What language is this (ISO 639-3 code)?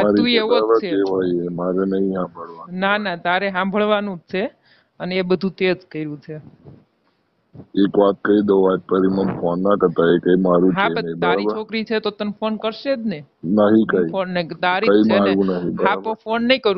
guj